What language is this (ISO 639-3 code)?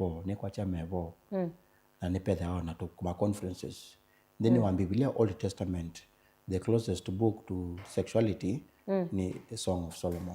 kam